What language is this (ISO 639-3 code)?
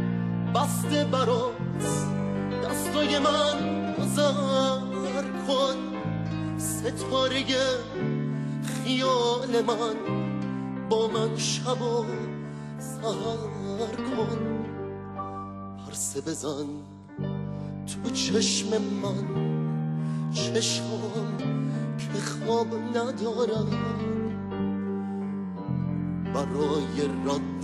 fas